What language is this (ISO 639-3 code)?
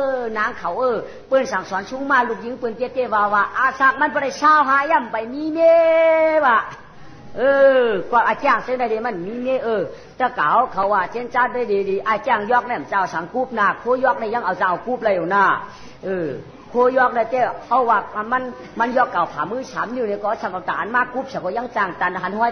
shn